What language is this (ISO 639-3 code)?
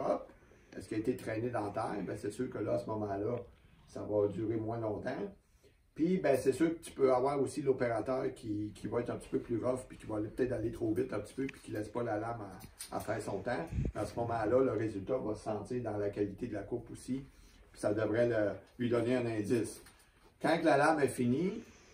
fra